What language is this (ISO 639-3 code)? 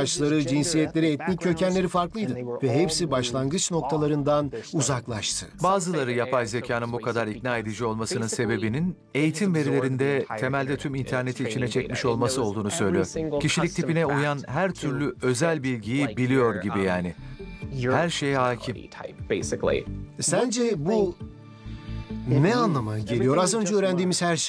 tur